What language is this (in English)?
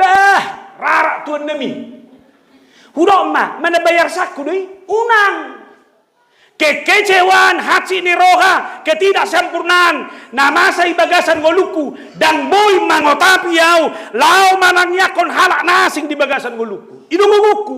Batak Toba